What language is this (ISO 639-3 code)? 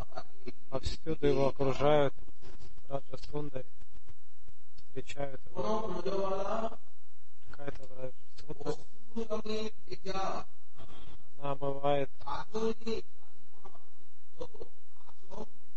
rus